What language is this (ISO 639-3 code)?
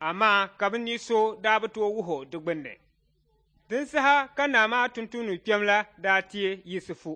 dag